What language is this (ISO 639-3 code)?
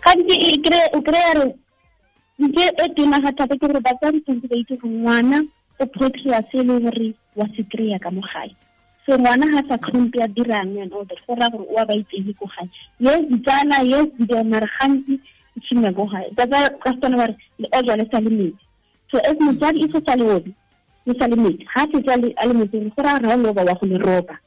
tsn